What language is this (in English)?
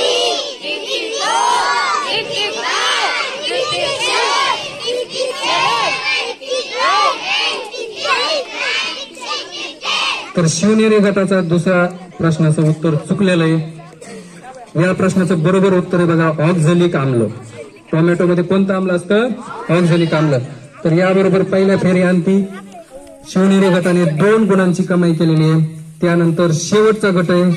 Marathi